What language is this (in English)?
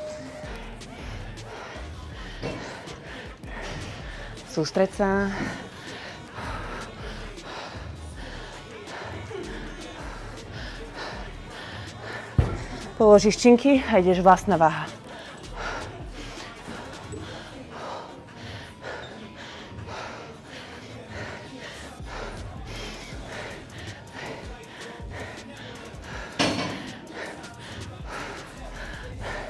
Slovak